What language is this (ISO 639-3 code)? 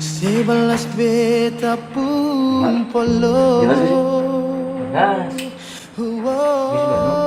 abs